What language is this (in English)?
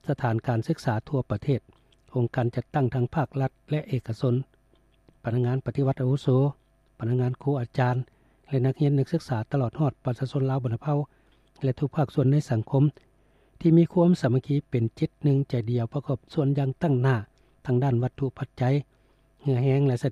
Lao